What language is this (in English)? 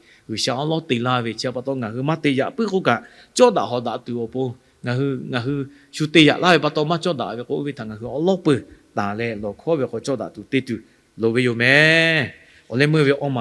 Lahu